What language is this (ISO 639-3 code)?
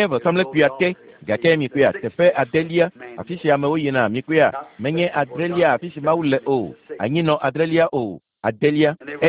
ewe